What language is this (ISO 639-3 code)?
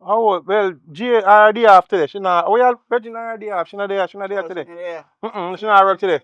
jam